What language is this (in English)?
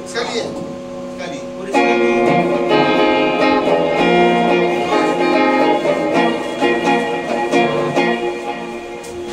Malay